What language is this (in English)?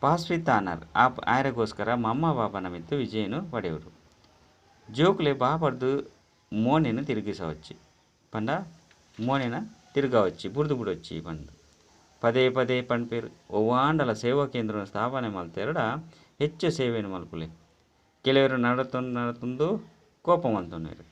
Tulu